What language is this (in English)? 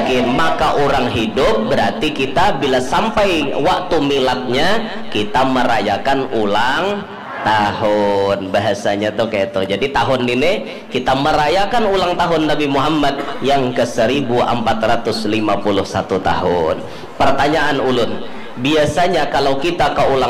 Banjar